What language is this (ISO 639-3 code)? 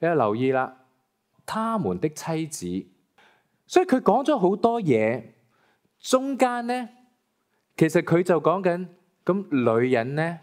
yue